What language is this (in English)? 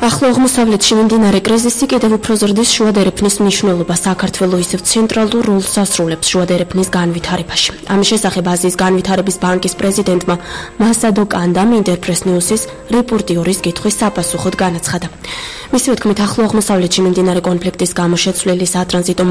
Georgian